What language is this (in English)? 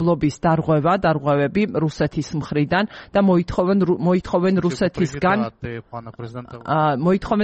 Georgian